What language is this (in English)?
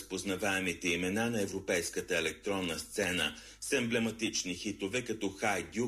Bulgarian